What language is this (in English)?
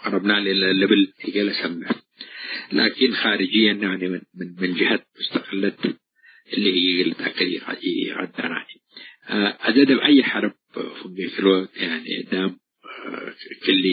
Tigre